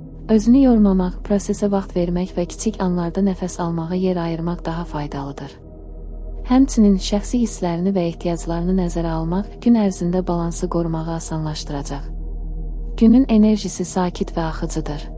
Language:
Azerbaijani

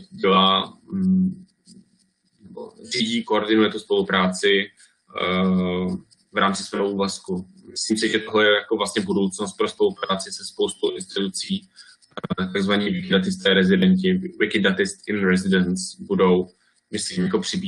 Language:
Czech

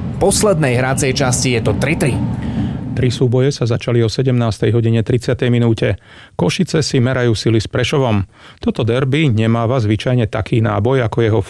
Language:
Slovak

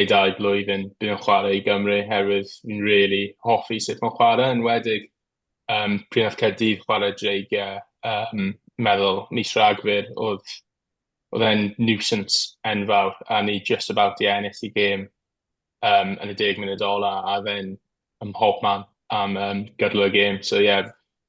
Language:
Welsh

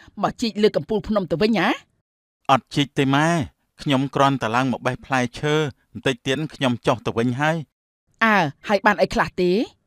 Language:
Khmer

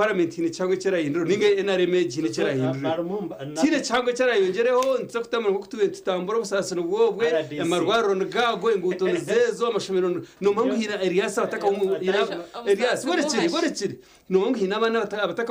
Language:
Nyankole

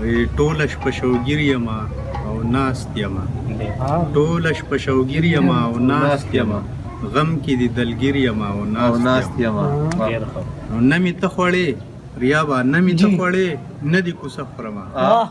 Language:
Pashto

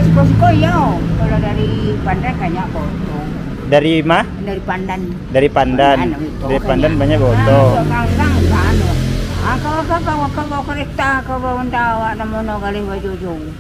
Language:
Minangkabau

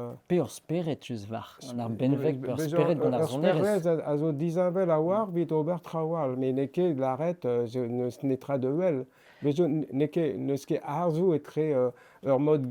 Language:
Breton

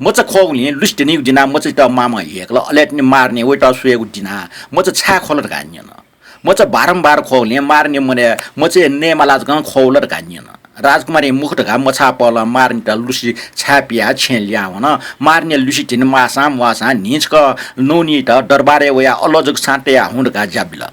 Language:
Newari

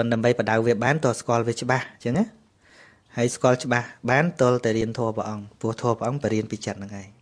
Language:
Khmer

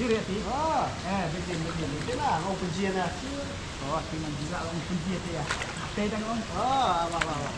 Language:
Khasi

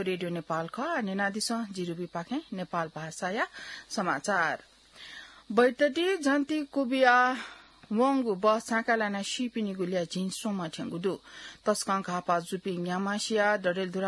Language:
Newari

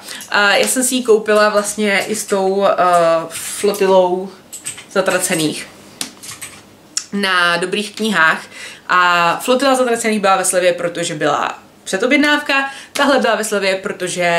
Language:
Czech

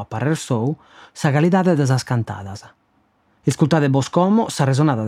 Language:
Sardinian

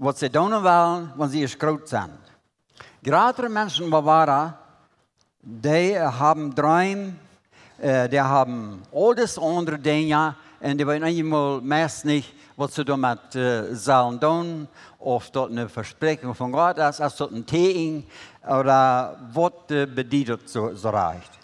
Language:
Plautdietsch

